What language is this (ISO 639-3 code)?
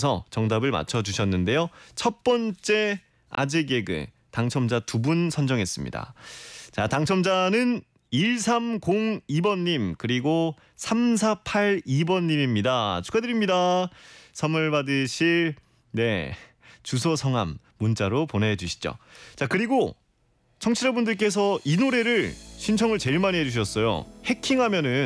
kor